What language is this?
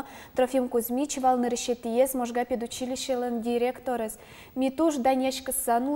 Udmurt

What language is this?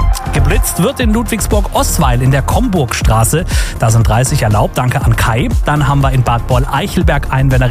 German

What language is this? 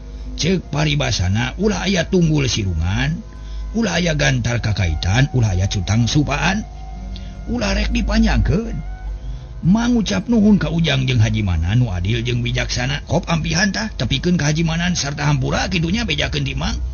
Sundanese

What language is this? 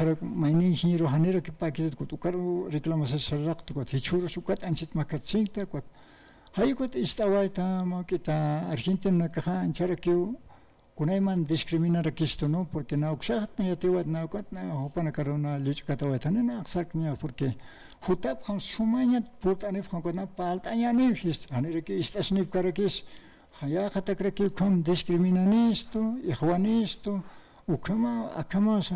Aymara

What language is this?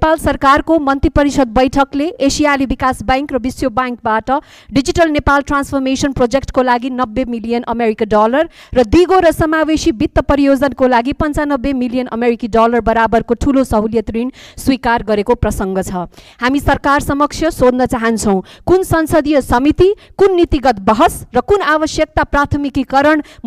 Nepali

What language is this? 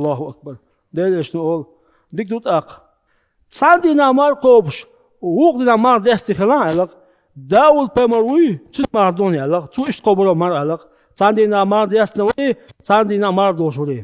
Chechen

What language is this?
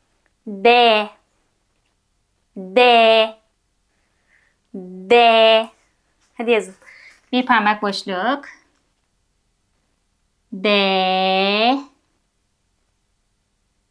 Turkish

